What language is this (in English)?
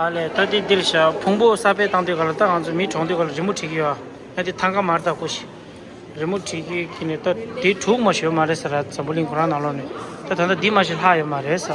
Tibetan